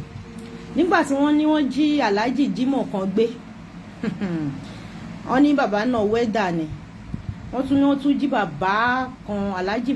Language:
Yoruba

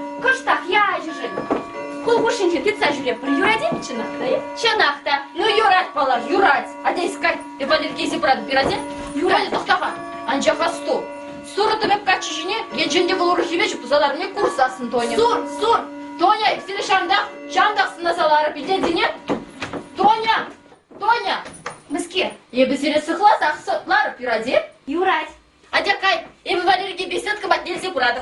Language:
Chuvash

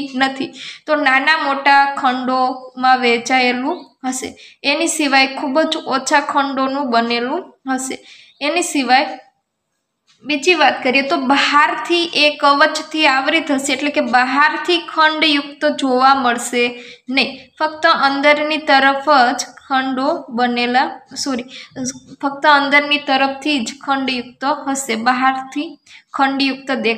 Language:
Gujarati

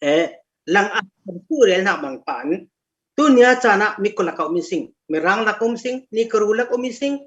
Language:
Falam Chin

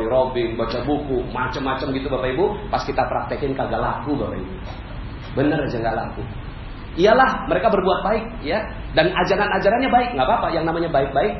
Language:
Indonesian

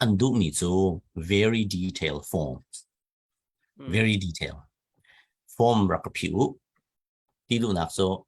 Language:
Hakha Chin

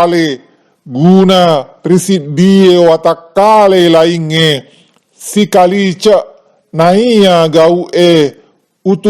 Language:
Buginese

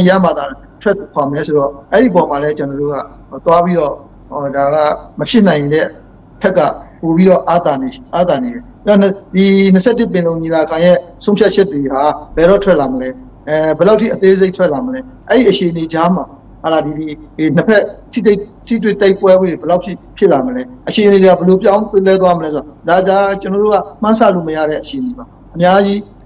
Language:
Burmese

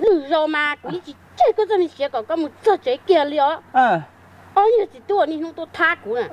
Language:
Hmong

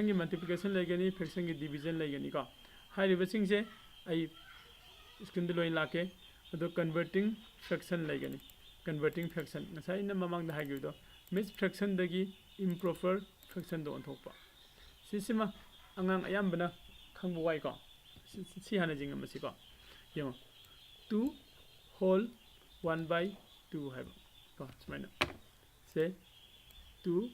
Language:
Manipuri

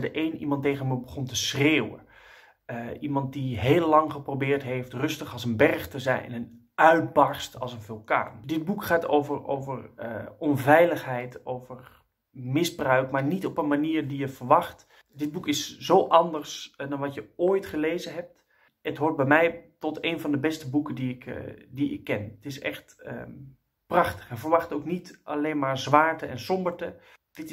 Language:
Dutch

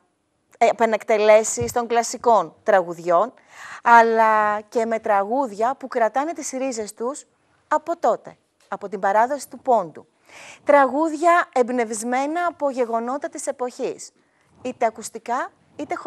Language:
Greek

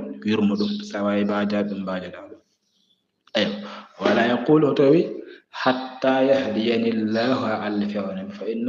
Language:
Fula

